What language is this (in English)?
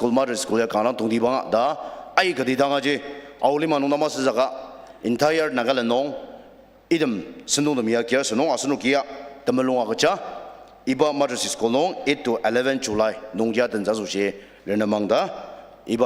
Ao Naga